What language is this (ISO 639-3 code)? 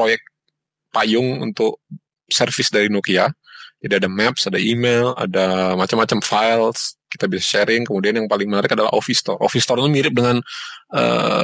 ind